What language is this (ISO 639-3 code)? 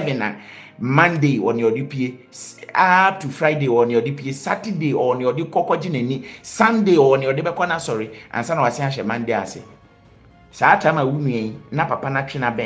aka